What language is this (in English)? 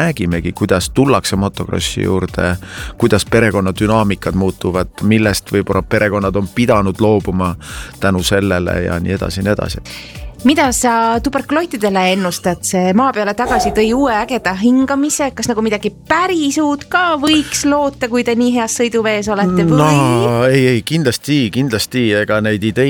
Estonian